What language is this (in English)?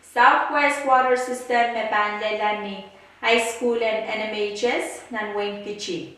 Pohnpeian